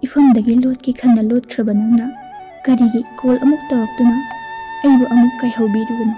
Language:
Manipuri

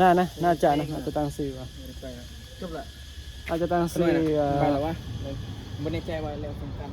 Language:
Northeastern Thai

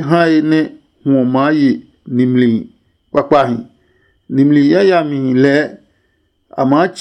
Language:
Adangme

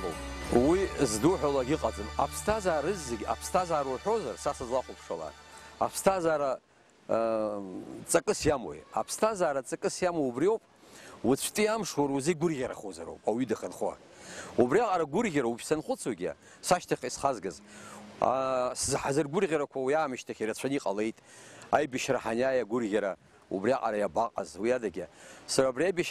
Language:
Abkhazian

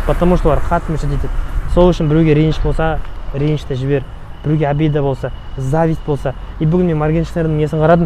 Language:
Kazakh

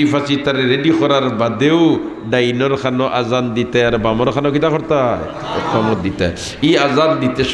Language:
Sylheti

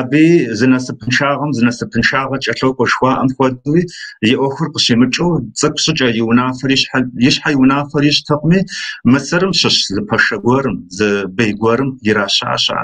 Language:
Kabardian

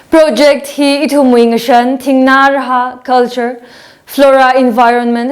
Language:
Tangkhul Naga (India)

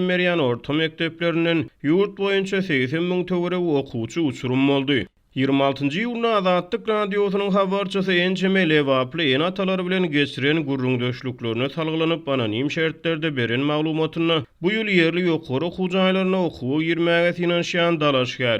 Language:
Turkmen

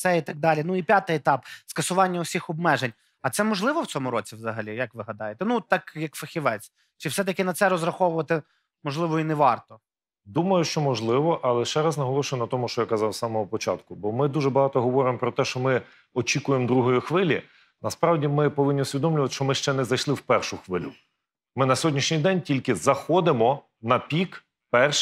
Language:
Ukrainian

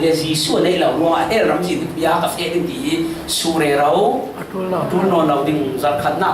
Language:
Falam Chin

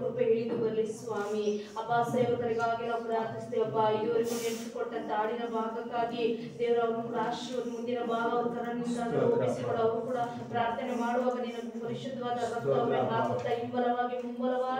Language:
Kannada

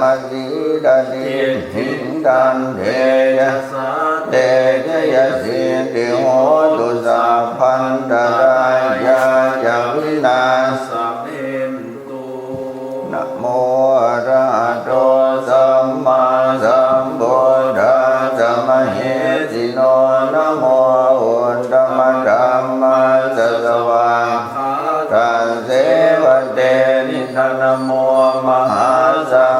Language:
Pali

